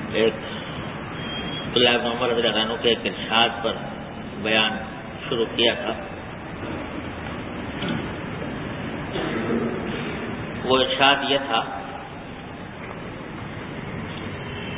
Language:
Urdu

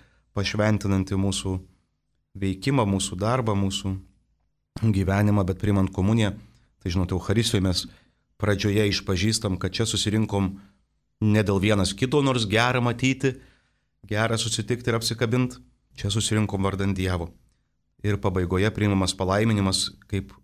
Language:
Lithuanian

